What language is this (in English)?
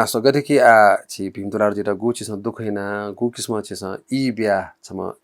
Newari